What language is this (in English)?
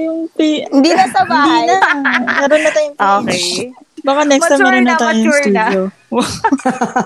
Filipino